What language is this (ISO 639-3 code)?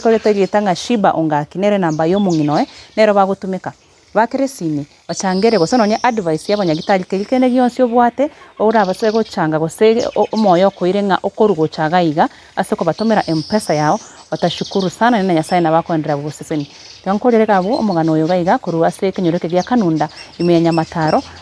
guz